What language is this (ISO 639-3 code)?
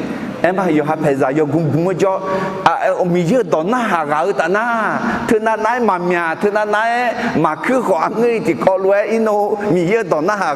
ahk